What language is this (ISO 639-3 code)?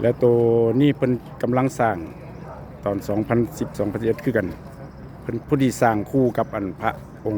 lao